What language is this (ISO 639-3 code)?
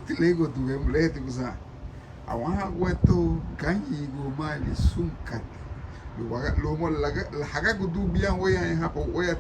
cab